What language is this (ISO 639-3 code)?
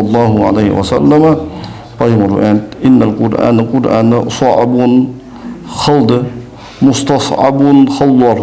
inh